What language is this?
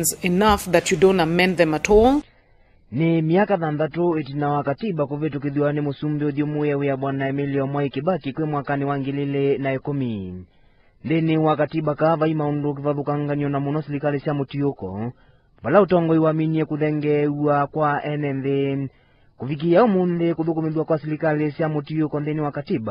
Kamba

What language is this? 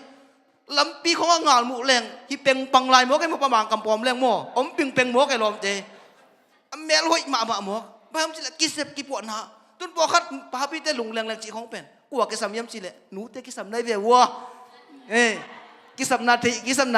Tedim Chin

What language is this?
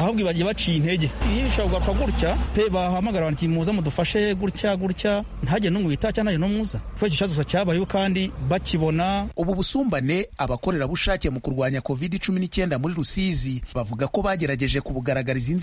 Kinyarwanda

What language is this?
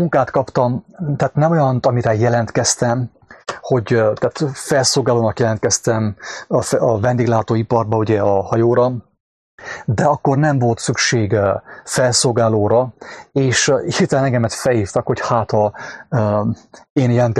Hungarian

